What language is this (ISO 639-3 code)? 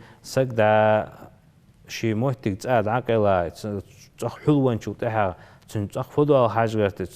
inh